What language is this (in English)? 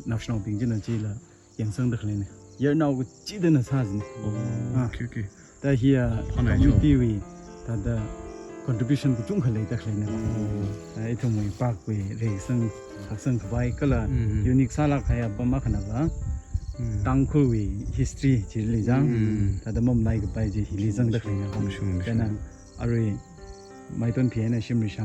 Tangkhul Naga (India)